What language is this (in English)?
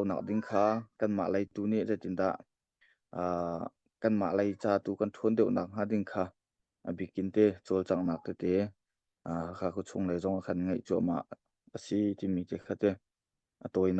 Hakha Chin